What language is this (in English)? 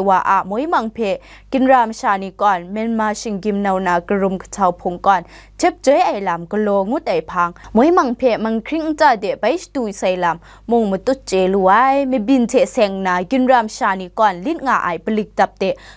Kachin